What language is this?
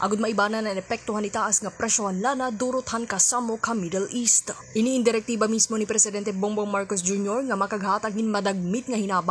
Waray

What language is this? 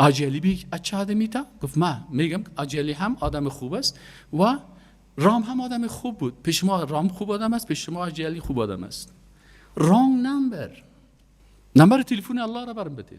Persian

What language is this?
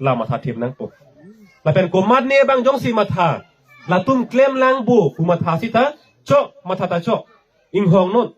Karbi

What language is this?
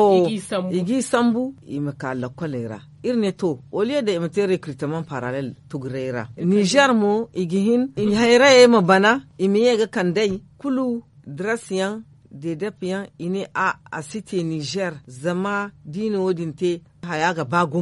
Zarma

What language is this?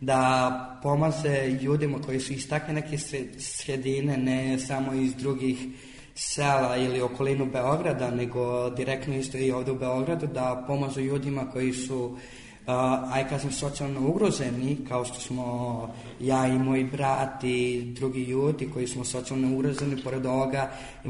Serbian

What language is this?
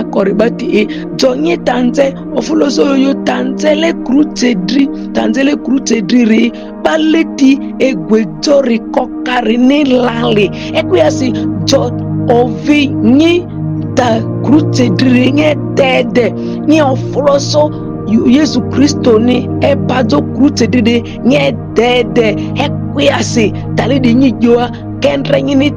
Ma'di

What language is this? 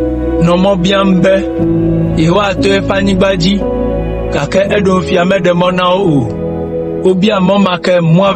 Ewe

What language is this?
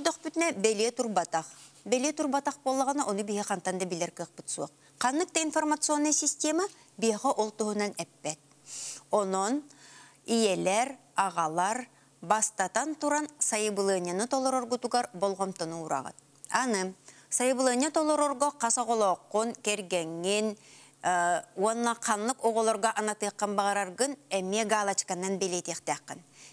Yakut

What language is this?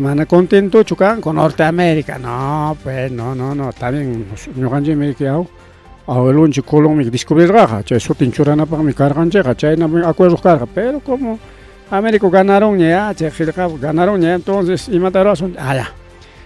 Ayacucho Quechua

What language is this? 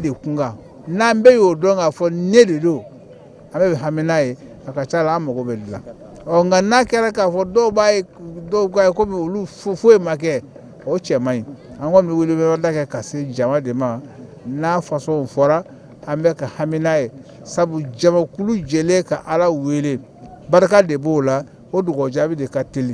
Bambara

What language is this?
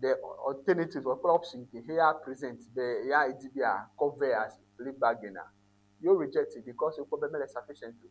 Ewe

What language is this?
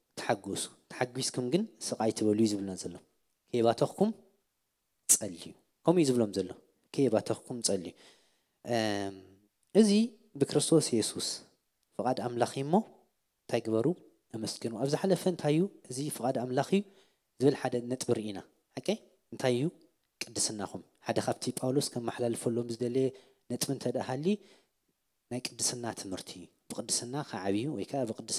Tigrinya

